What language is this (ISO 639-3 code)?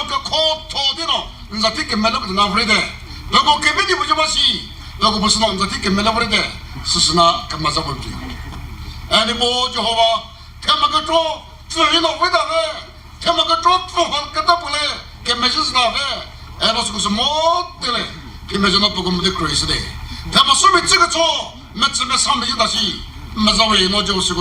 nri